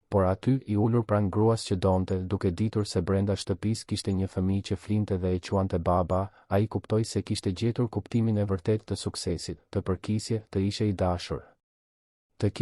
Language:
Albanian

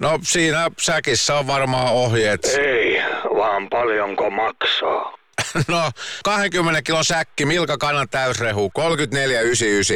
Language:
Finnish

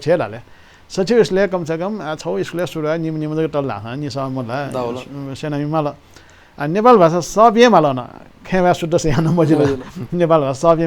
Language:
Newari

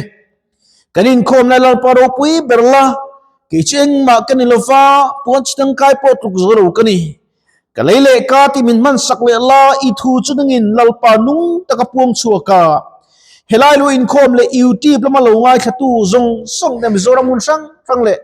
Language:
Mizo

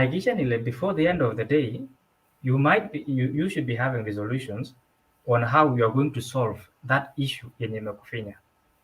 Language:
Kalenjin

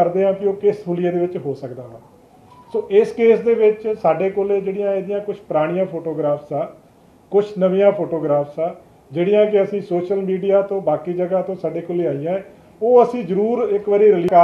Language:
Punjabi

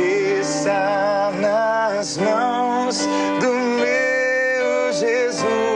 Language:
Portuguese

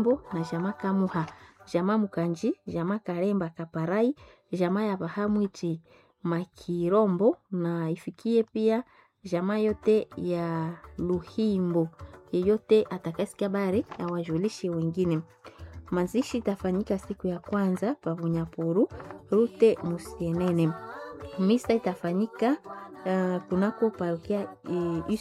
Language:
Swahili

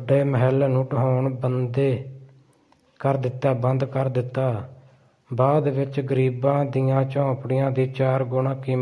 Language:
Punjabi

